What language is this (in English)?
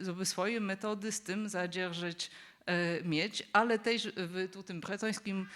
Upper Sorbian